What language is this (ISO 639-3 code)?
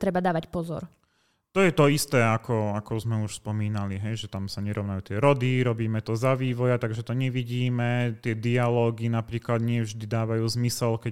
slk